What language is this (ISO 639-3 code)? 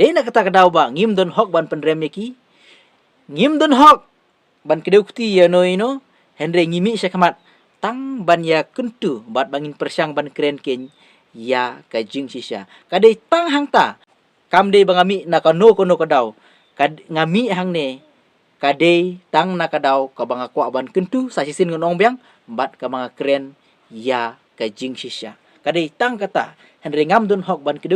kha